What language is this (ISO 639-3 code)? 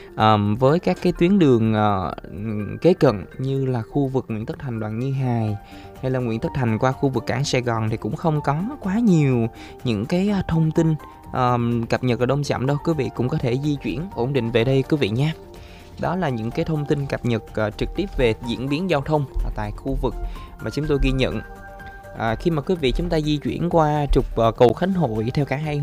vie